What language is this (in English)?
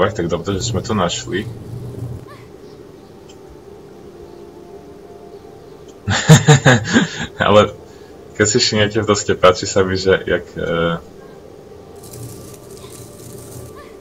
Slovak